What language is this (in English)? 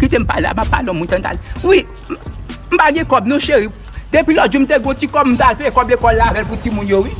Haitian Creole